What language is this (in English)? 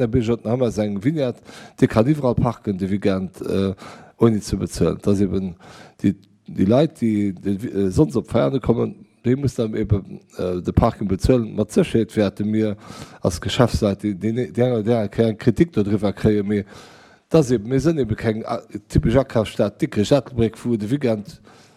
Luxembourgish